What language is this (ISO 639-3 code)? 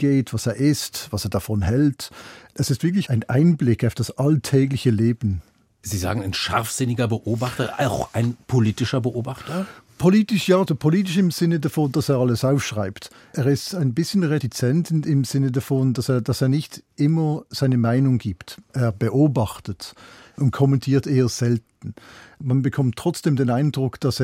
deu